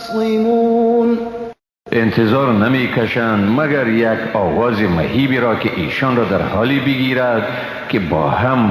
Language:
Persian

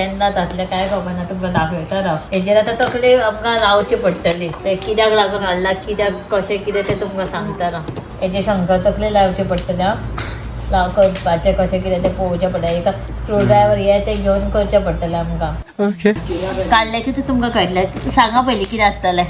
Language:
Konkani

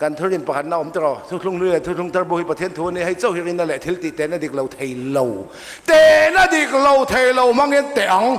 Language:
Mizo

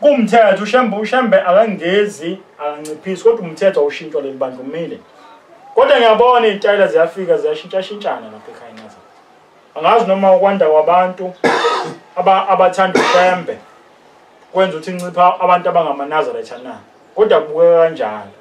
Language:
Zulu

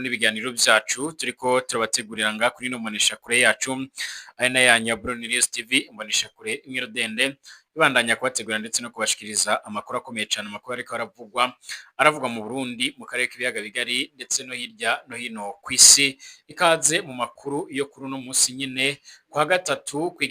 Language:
Rundi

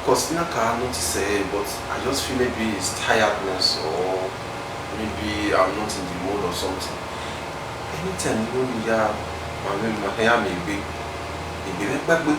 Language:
Bini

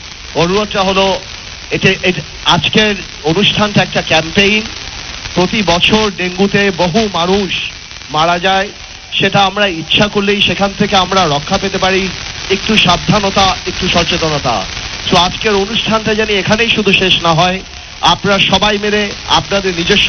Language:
Bangla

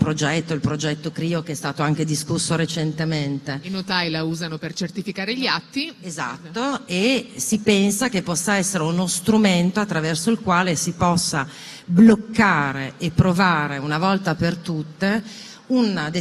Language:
Italian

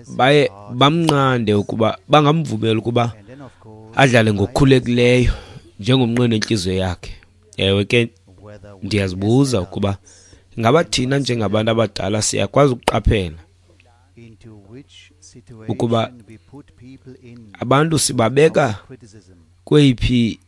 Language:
Xhosa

